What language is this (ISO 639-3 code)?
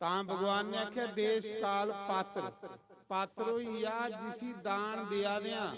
doi